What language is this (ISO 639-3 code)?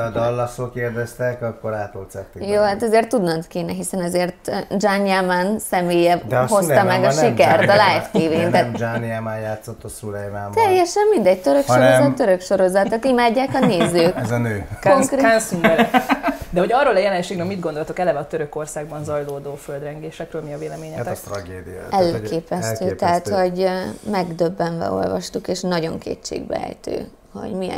hun